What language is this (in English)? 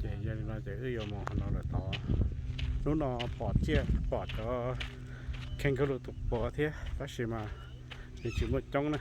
Hmong